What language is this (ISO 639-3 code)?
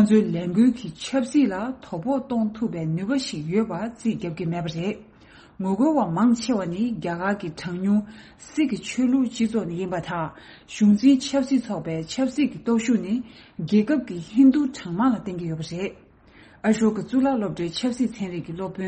bod